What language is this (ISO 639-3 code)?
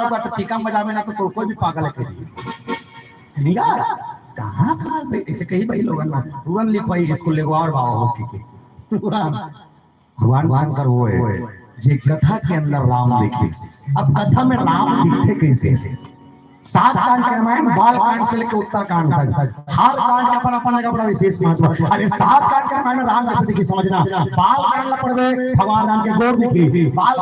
hne